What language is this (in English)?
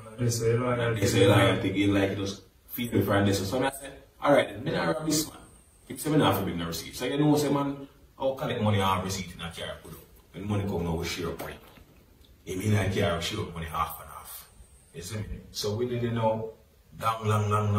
Jamaican Creole English